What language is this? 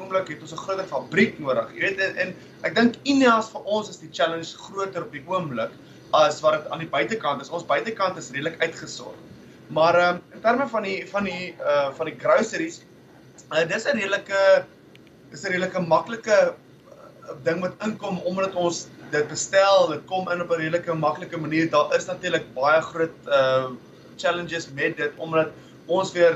Afrikaans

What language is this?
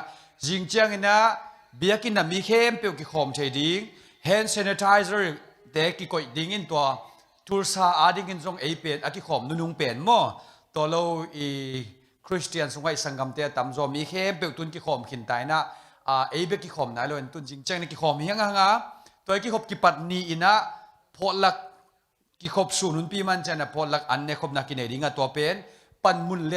Tedim Chin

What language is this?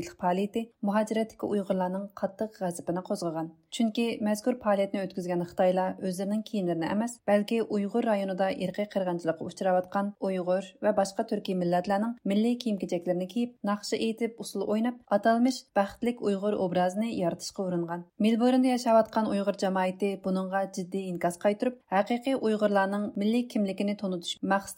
Uyghur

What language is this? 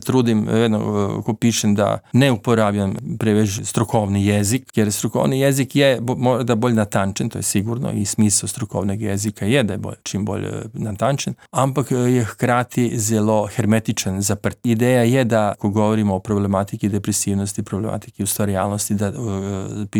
Slovenian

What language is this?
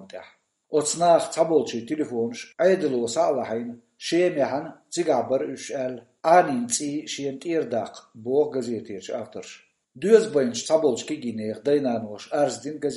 Chechen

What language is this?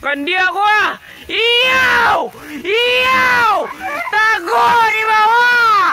Minangkabau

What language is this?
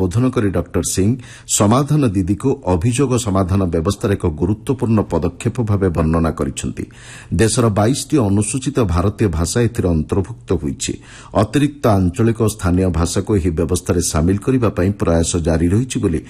Odia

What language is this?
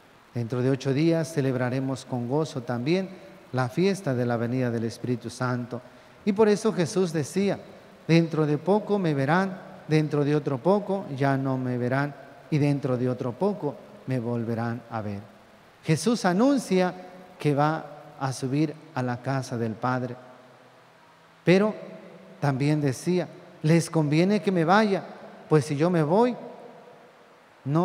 Spanish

